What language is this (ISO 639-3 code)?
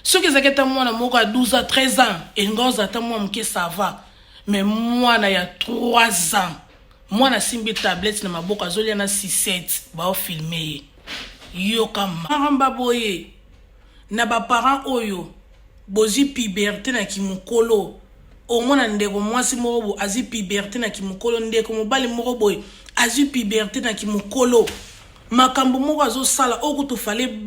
lin